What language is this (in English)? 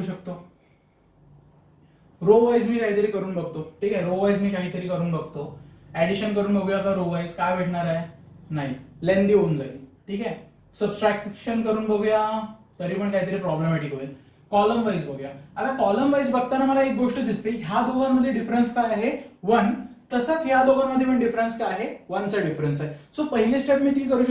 Marathi